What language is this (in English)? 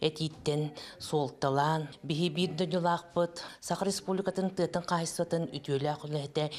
Yakut